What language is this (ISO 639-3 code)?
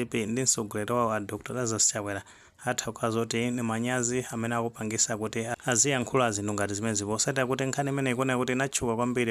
nya